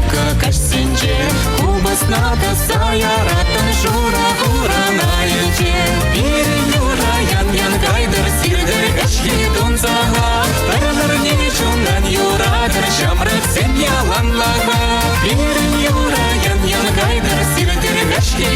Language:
Chuvash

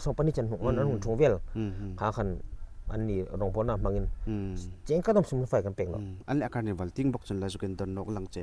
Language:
Hmar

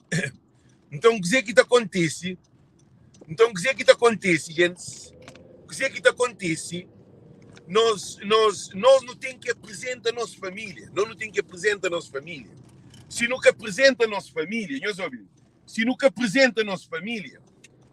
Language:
Kabuverdianu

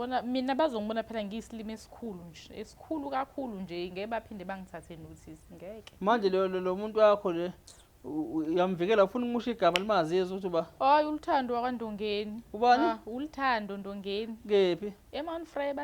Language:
Zulu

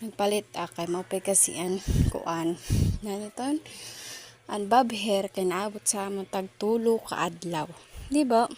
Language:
Waray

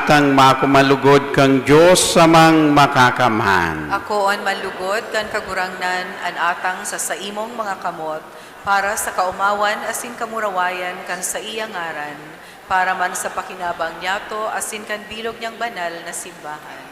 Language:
Bikol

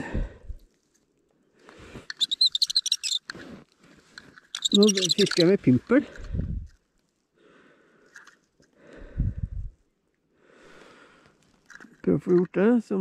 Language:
Norwegian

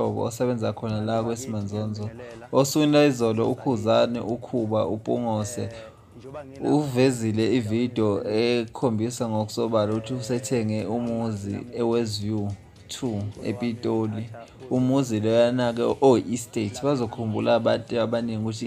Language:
Zulu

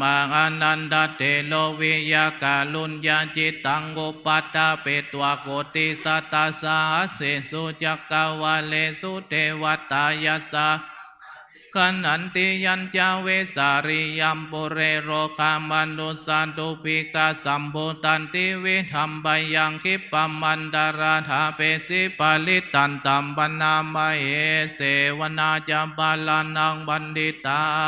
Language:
Pali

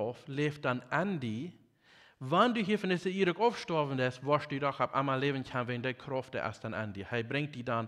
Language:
Plautdietsch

